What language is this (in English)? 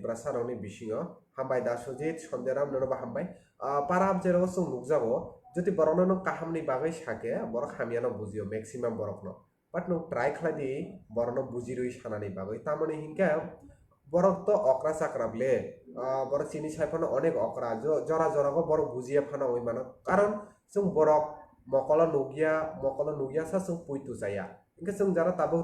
Kok Borok